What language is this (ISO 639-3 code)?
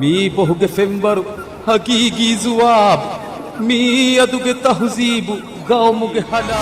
div